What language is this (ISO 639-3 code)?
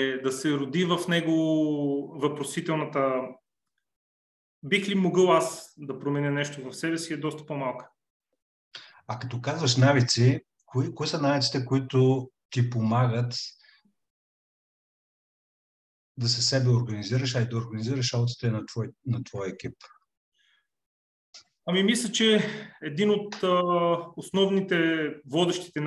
bul